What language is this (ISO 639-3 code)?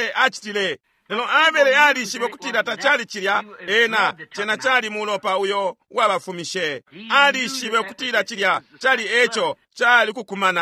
bem